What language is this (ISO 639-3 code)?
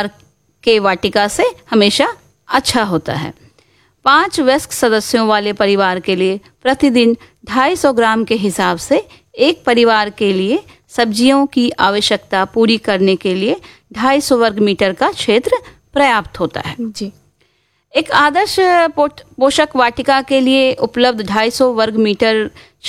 hin